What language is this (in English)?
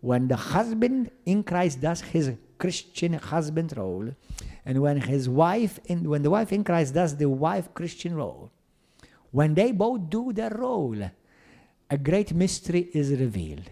English